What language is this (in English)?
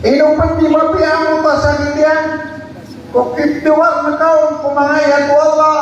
Maranao